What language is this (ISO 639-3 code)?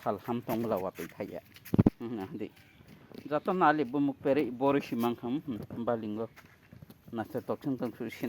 trp